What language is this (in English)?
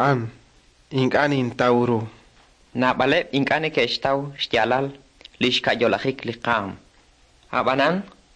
Kekchí